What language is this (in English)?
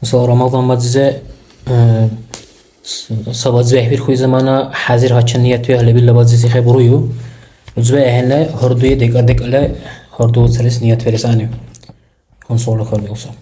Dargwa